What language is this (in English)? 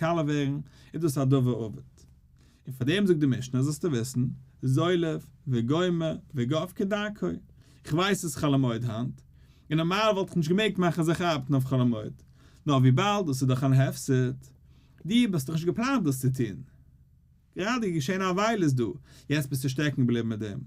Yiddish